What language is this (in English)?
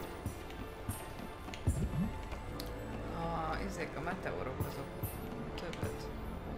Hungarian